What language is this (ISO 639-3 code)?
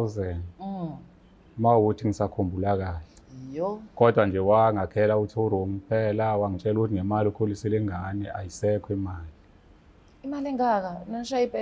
zul